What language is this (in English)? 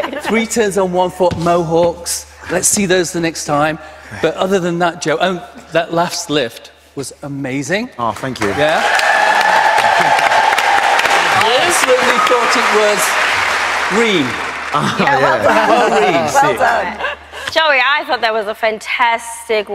English